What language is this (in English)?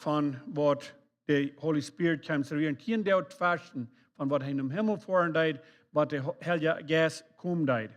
Plautdietsch